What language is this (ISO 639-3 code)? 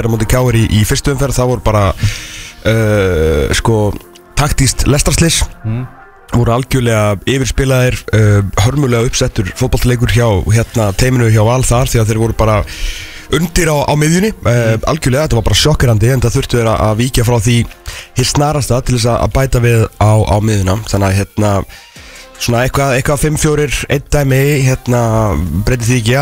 isl